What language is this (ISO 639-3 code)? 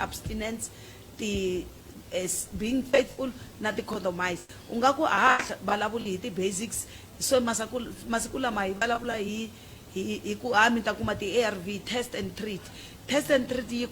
tso